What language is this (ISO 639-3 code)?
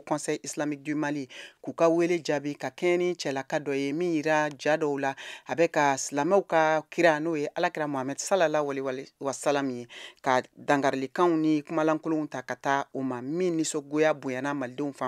bam